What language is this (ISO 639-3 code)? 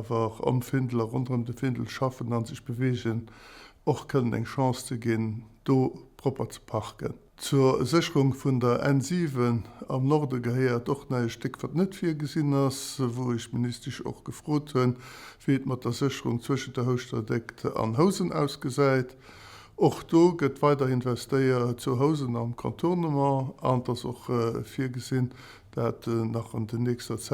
ltz